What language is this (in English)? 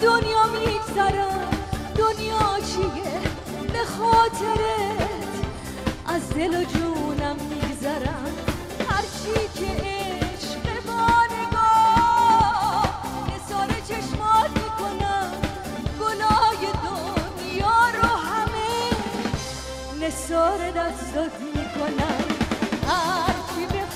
Persian